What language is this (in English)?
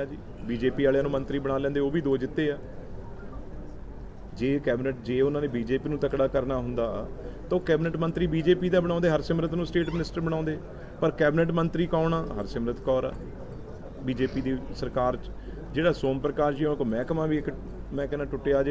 Punjabi